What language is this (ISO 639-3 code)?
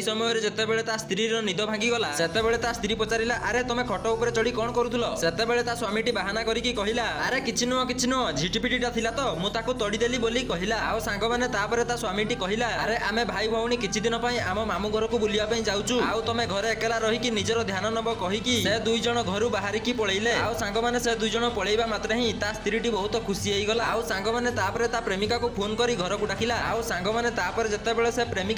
ori